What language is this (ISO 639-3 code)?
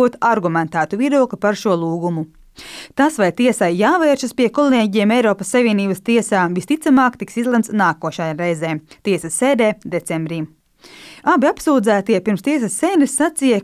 lav